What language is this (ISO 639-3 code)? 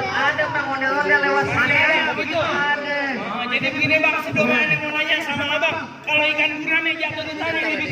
bew